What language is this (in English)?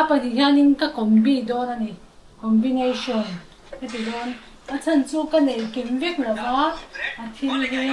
Mizo